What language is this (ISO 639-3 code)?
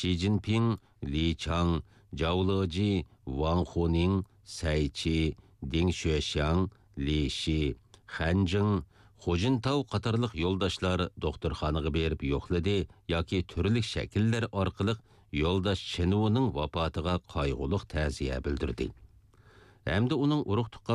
uig